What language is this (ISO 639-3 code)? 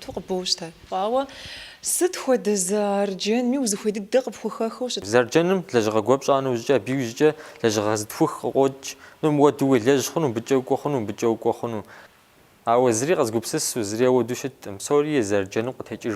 kbd